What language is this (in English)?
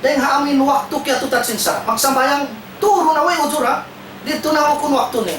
Tausug